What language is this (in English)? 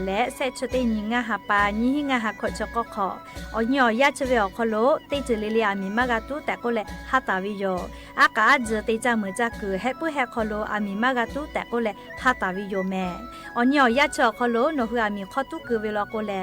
Lahu